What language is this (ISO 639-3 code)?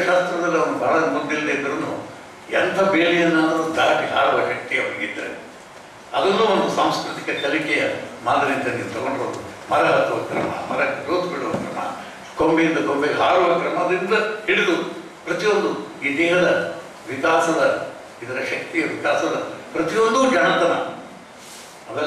kan